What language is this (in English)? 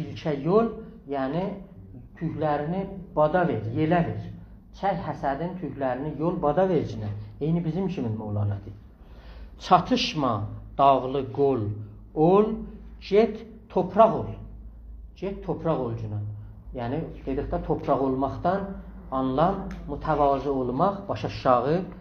South Azerbaijani